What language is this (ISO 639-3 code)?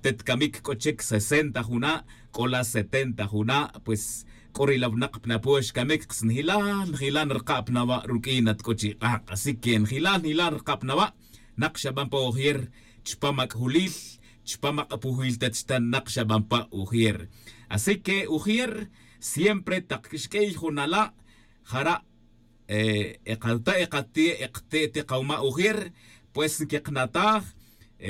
tzj